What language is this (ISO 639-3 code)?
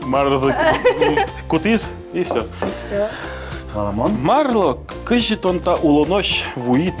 udm